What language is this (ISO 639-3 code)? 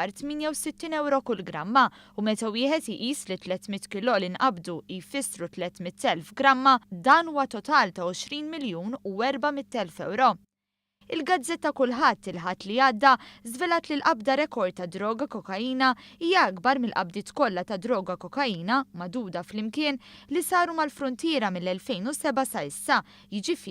mlt